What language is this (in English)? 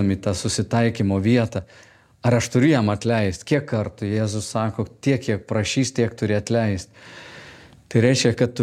Lithuanian